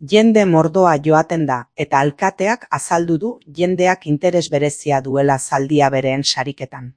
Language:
Basque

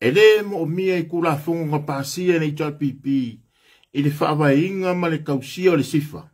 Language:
Samoan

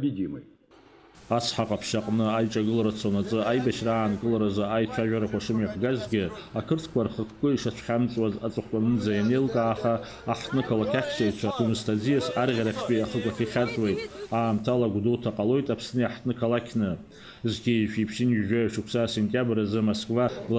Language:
Abkhazian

